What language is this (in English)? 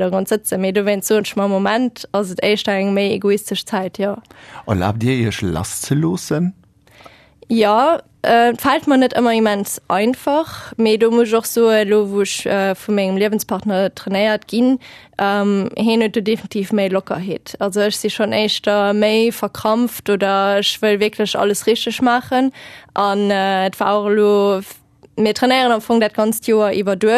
Luxembourgish